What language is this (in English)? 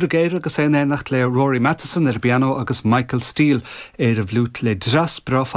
Irish